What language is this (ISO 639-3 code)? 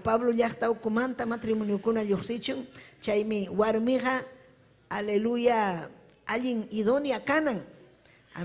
quy